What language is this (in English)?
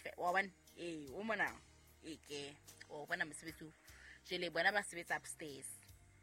Southern Sotho